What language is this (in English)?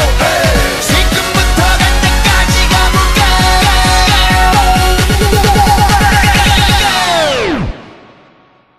Korean